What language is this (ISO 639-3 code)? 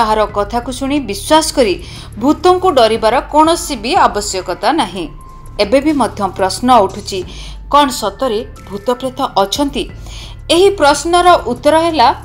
ori